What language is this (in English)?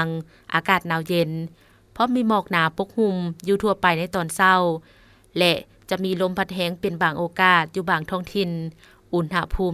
Lao